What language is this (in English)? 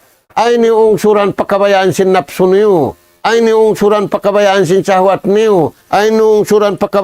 Tausug